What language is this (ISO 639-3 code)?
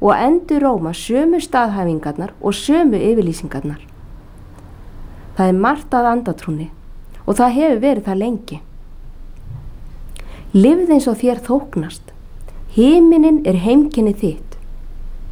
isl